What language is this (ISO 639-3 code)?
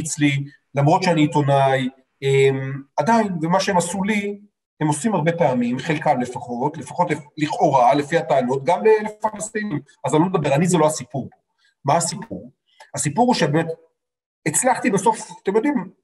heb